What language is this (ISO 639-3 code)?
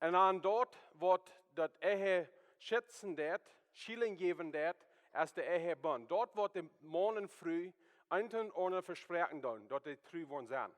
pdt